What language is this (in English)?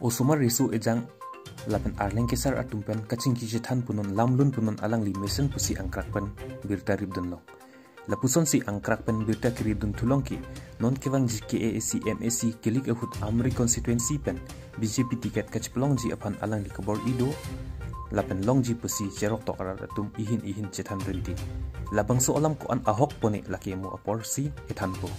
Karbi